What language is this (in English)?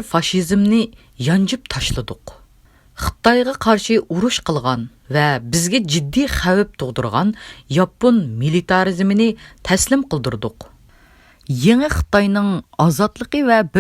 Uyghur